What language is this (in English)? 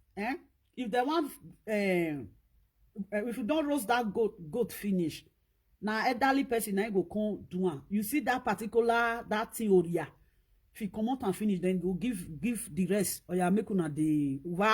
Nigerian Pidgin